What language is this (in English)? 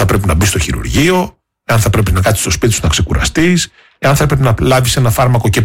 Greek